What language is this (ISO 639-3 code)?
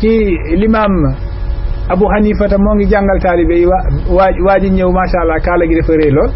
wol